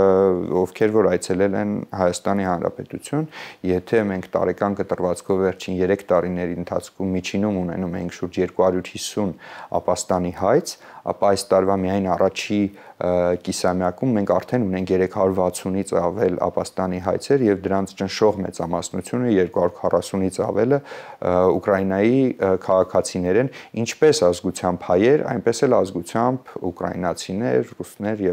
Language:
Armenian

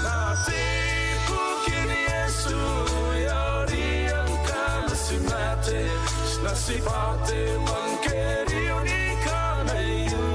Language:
Gilbertese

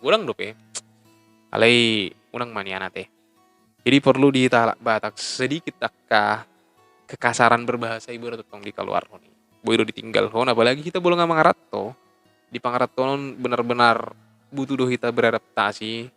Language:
Batak Toba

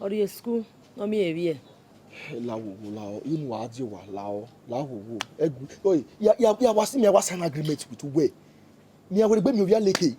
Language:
Bini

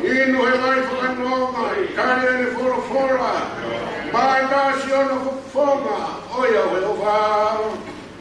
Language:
Tongan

